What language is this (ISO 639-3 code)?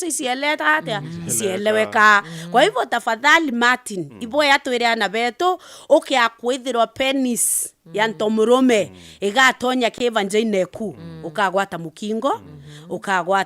mer